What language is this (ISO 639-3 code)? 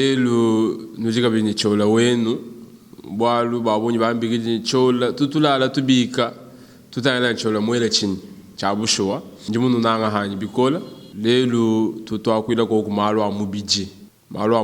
lua